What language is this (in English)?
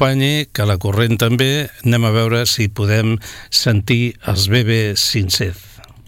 Catalan